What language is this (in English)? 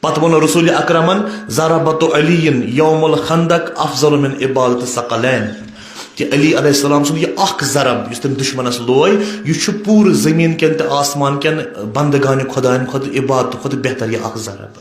Kashmiri